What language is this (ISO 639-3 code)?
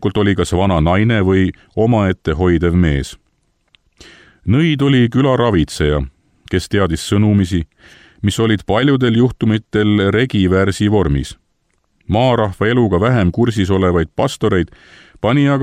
est